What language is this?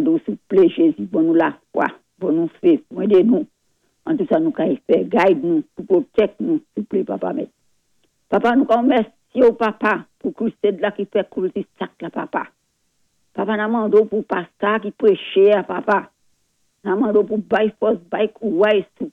Saint Lucian Creole French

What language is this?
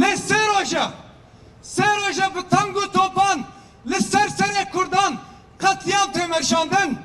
Kurdish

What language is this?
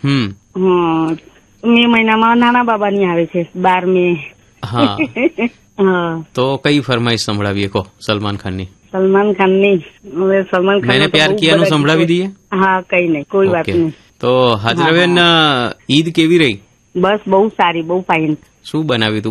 Gujarati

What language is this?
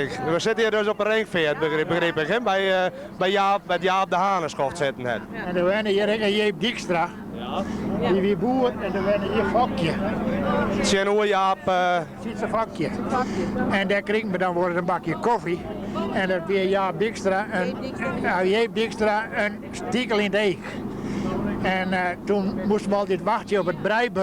Western Frisian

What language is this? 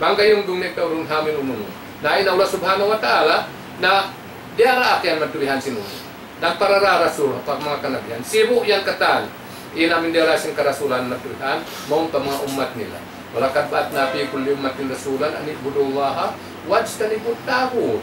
Tausug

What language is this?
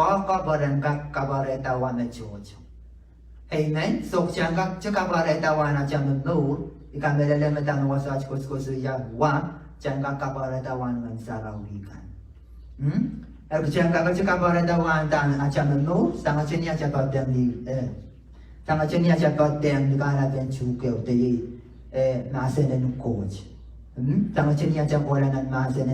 Pohnpeian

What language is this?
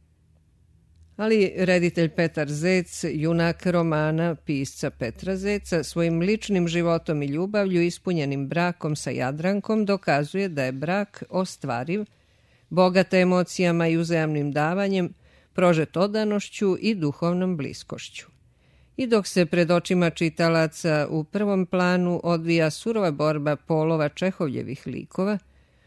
Serbian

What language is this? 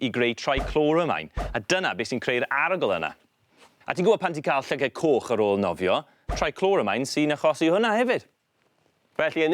Welsh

